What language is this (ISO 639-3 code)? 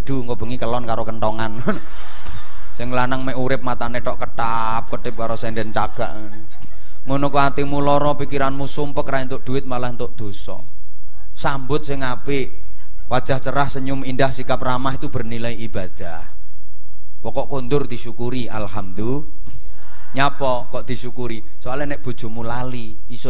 jav